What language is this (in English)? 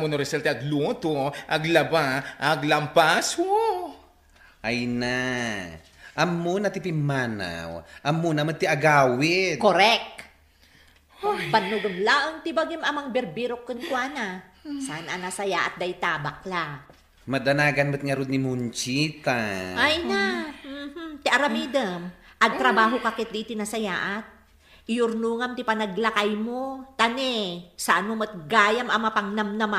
Iloko